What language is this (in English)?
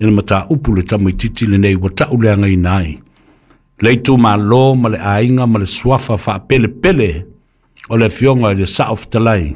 Samoan